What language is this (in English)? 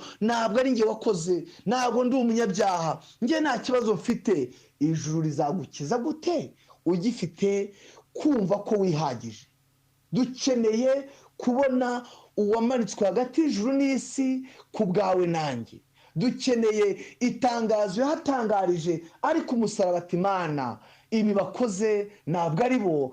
Kinyarwanda